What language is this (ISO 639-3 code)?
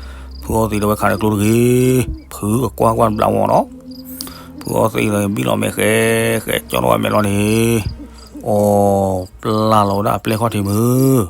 ksw